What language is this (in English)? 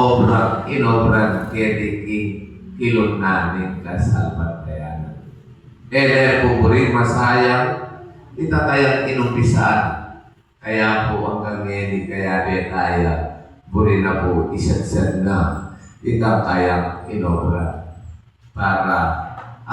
Pampanga